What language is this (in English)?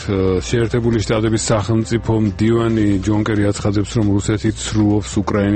Georgian